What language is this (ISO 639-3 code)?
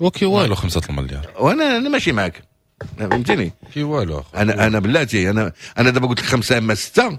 ary